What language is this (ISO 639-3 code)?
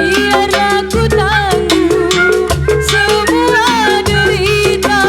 bew